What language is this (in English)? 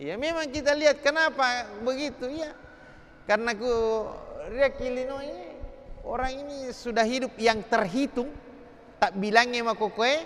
Buginese